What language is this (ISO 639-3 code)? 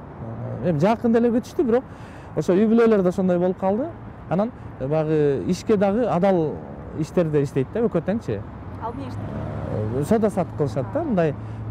kir